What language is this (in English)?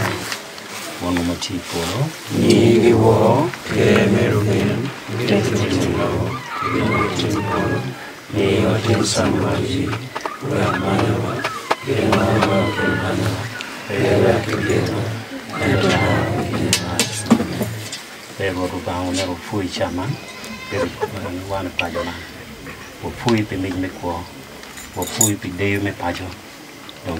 Acoli